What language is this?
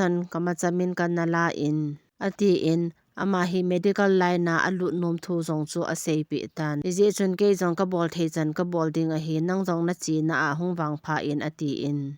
Thado Chin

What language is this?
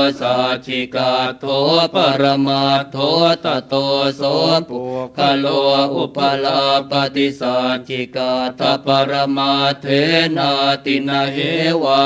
Pali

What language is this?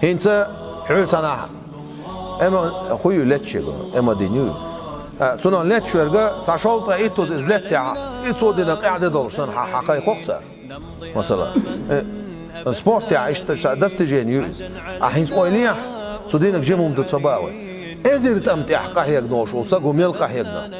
Chechen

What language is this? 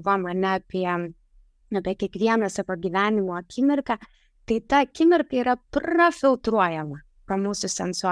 Lithuanian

